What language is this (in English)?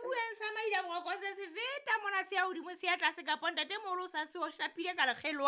Southern Sotho